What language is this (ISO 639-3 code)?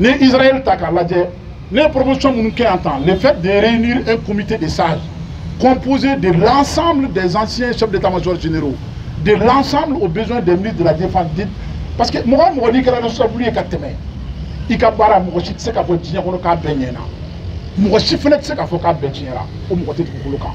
bam